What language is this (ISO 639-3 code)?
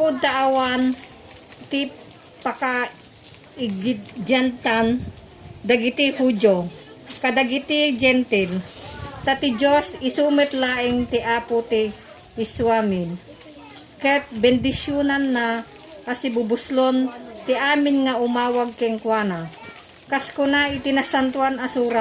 ilo